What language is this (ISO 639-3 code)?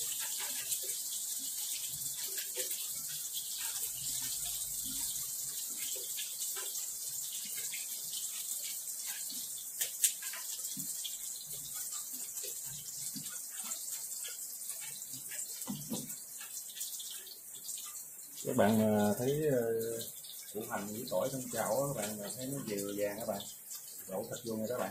vie